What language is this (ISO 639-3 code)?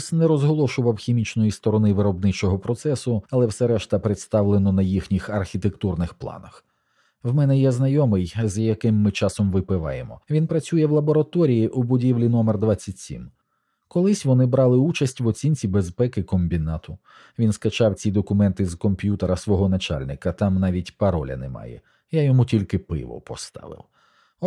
ukr